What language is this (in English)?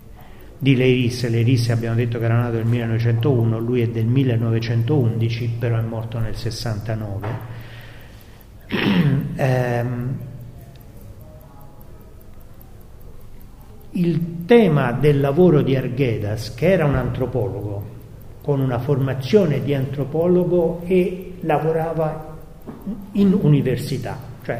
Italian